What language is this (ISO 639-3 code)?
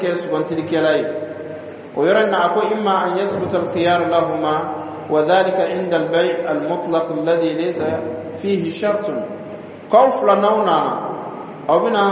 dyu